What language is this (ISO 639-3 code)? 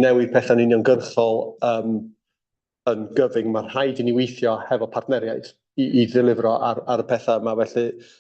cym